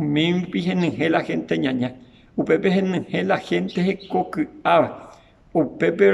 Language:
Guarani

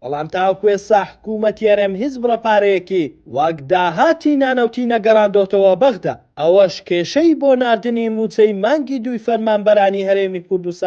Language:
Central Kurdish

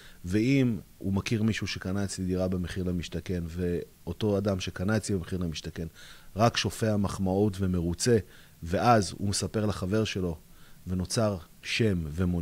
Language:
Hebrew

